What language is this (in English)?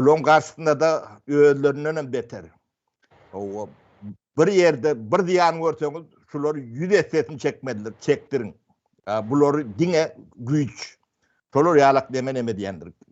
Turkmen